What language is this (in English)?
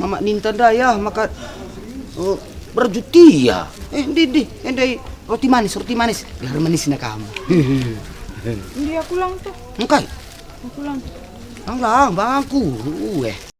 Batak Karo